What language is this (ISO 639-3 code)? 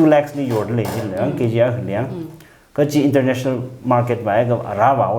nmf